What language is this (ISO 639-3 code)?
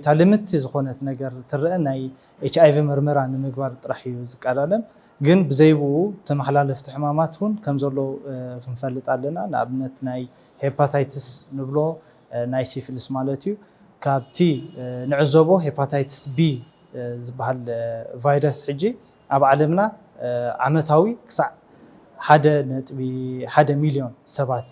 tir